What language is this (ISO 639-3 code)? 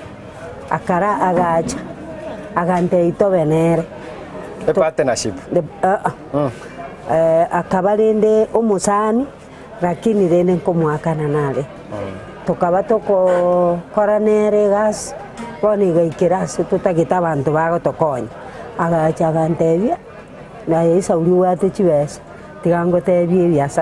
guz